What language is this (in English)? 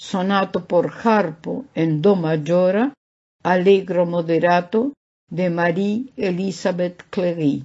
Esperanto